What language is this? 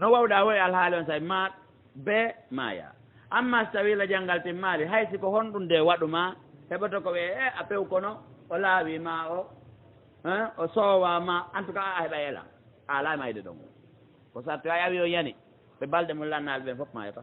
Fula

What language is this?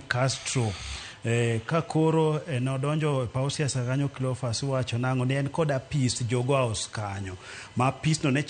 Luo (Kenya and Tanzania)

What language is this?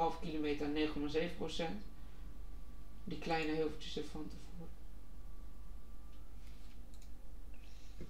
Dutch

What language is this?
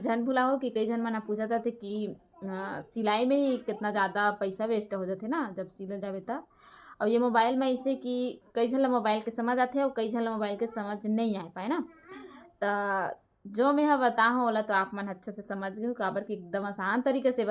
Chhattisgarhi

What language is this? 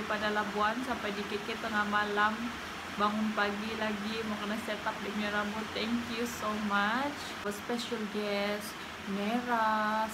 Sabah Malay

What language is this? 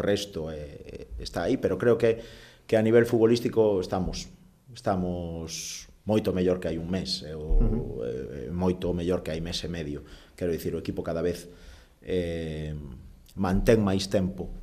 Galician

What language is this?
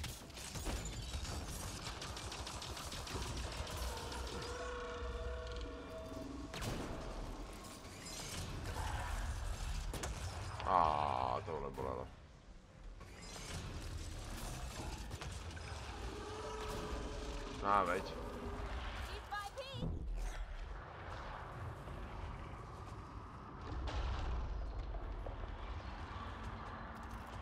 Czech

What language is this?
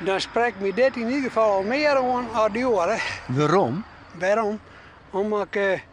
Western Frisian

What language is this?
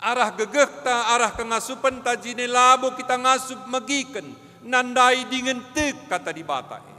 Batak Karo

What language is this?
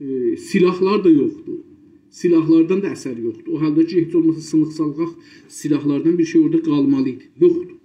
South Azerbaijani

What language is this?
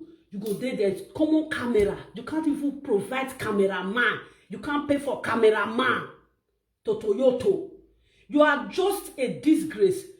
Nigerian Pidgin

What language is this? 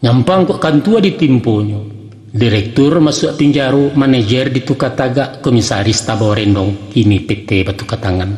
Minangkabau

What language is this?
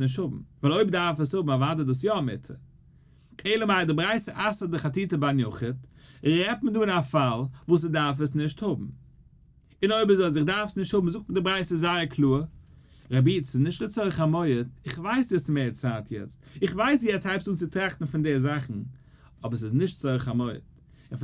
Yiddish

